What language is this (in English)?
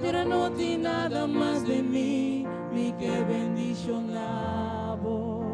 Papiamento